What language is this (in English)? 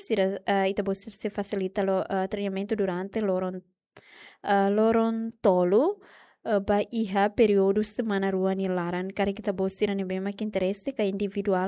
Tetum